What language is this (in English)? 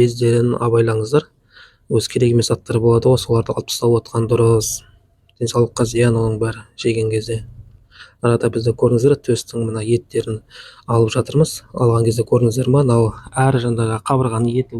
Kazakh